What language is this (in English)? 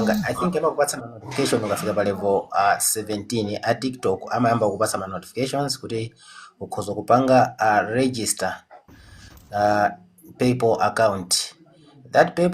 Nyanja